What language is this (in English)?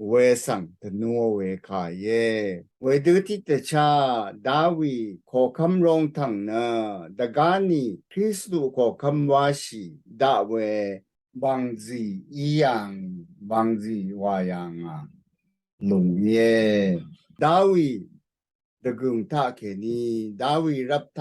Rawang